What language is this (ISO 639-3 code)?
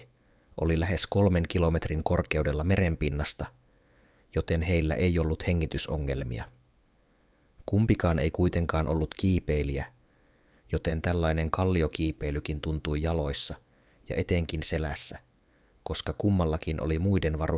fin